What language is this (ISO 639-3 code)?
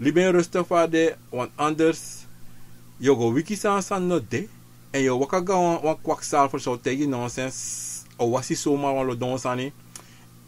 srn